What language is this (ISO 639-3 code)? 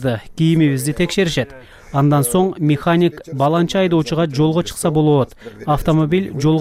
kir